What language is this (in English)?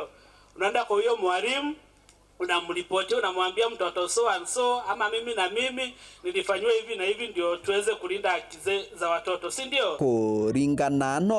Meru